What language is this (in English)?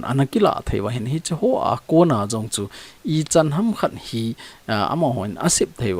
Thado Chin